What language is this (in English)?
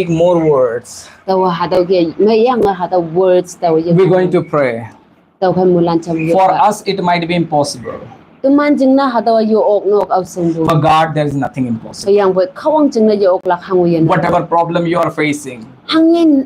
Konyak Naga